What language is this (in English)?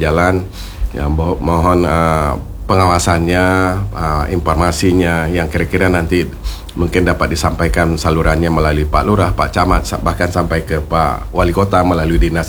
Indonesian